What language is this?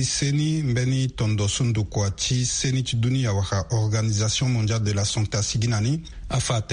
Sango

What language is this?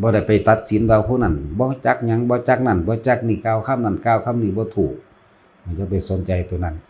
Lao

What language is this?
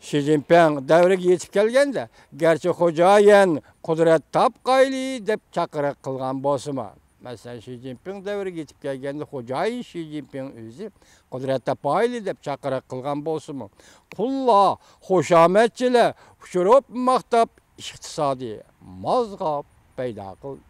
Uyghur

